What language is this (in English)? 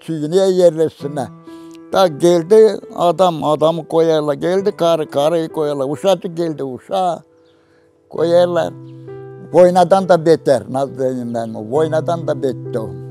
Gagauz